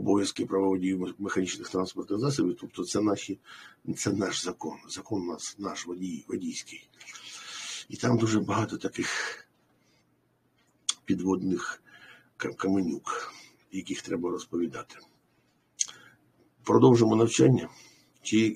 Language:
Ukrainian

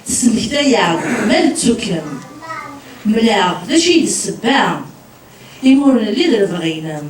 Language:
Kabyle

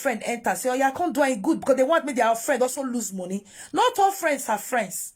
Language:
Nigerian Pidgin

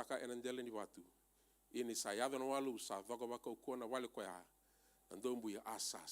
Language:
Fijian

